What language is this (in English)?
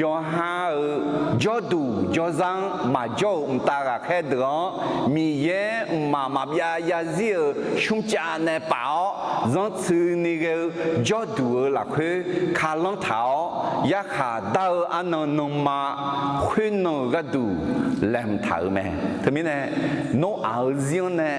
Akha